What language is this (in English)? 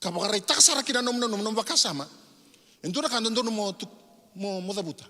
Fijian